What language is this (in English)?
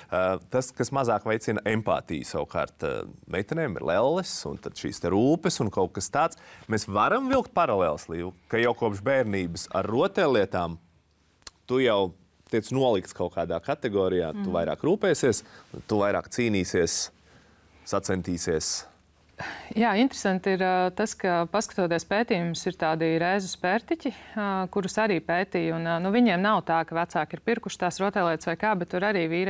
Latvian